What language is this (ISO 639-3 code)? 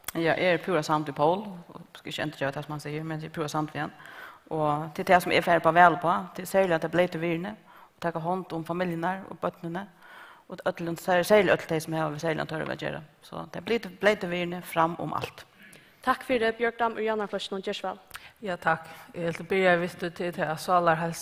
fao